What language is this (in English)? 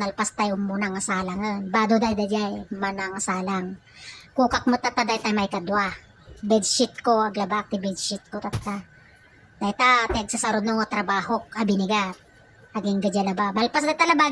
Iloko